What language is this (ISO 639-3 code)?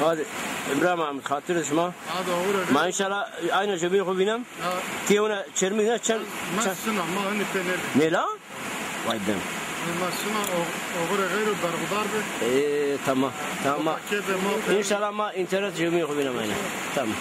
zza